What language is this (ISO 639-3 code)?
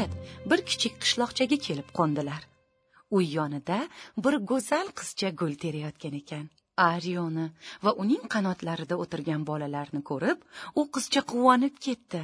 uzb